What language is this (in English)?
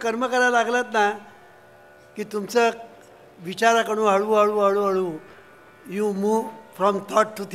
Marathi